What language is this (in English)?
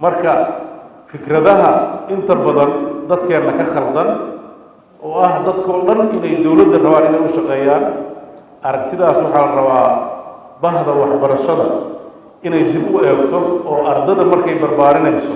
Somali